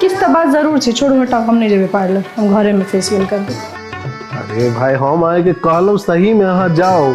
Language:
Maithili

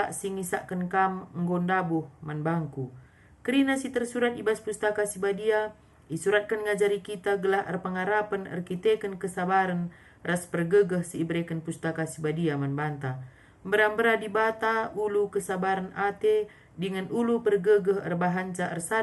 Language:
Batak Karo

